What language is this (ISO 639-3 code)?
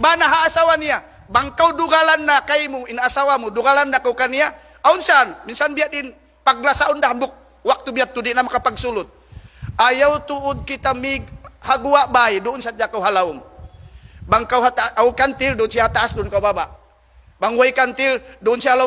tsg